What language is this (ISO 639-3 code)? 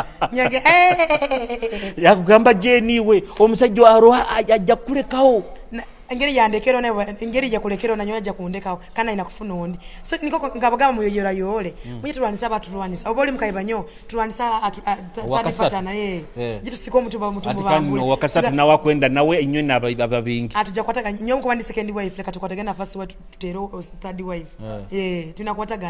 nyo